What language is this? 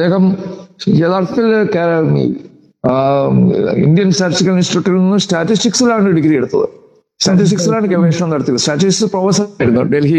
Malayalam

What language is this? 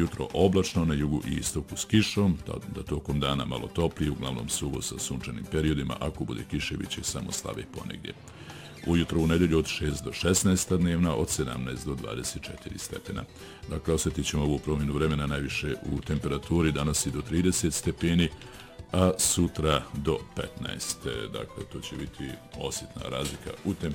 Bosnian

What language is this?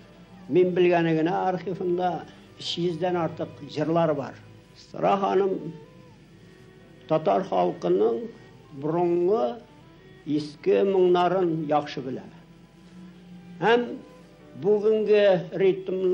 Tatar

